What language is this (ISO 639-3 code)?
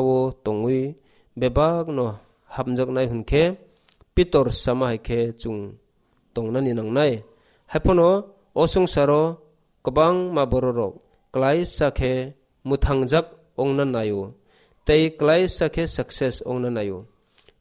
trp